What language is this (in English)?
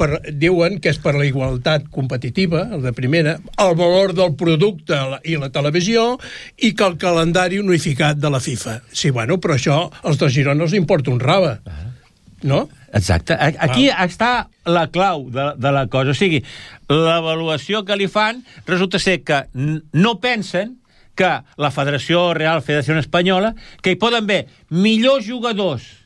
Catalan